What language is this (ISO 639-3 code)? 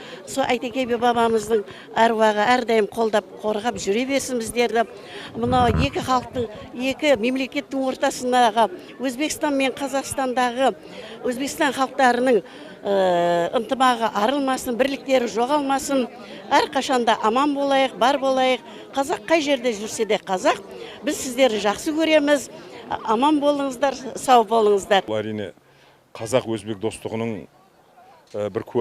kaz